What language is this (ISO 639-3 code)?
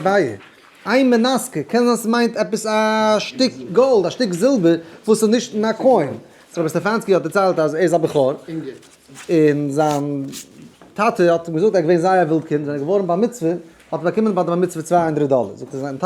yid